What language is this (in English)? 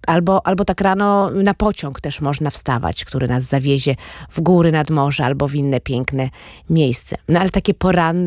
Polish